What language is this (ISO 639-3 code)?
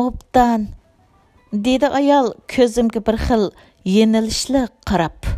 uig